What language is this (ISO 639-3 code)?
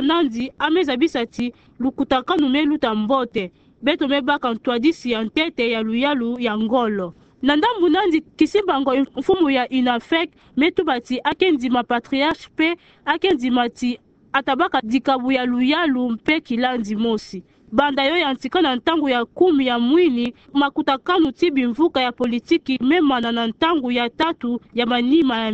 ktu